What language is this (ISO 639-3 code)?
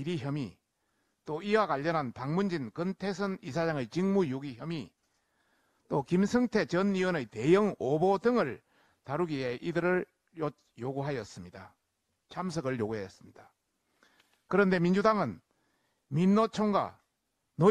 kor